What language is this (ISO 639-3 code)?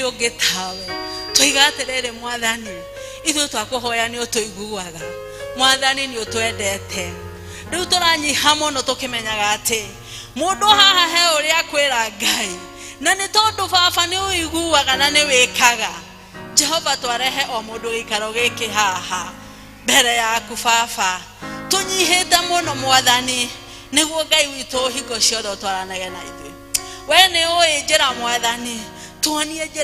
kik